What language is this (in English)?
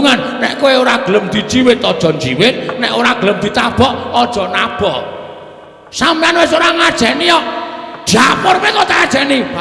Javanese